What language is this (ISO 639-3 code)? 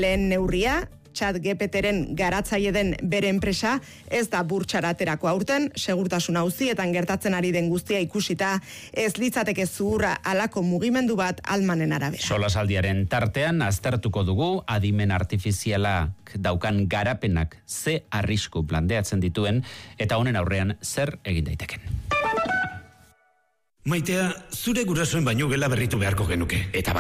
eus